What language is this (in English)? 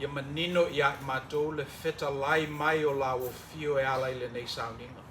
Samoan